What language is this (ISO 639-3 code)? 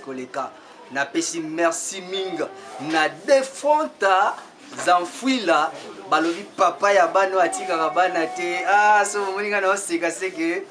lin